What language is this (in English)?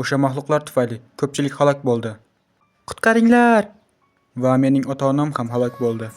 Uzbek